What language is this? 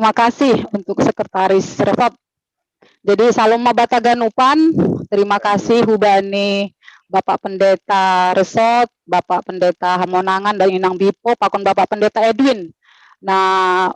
Batak Simalungun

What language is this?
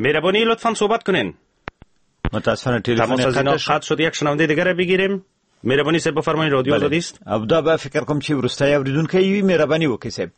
Persian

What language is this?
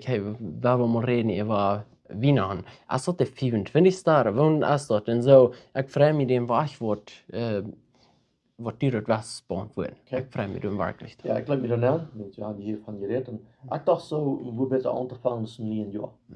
Plautdietsch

